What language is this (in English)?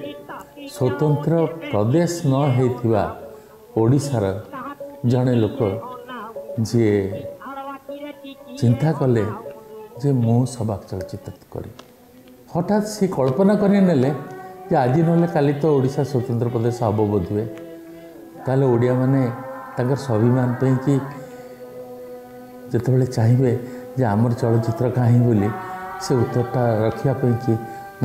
Odia